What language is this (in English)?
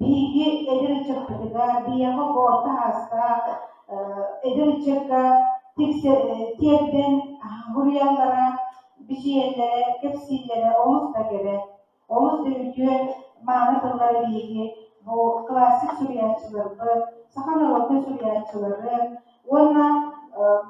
Yakut